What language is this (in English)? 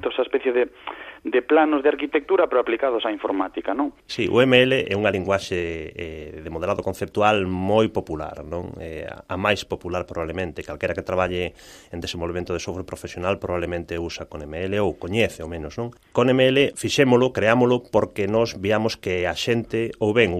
Galician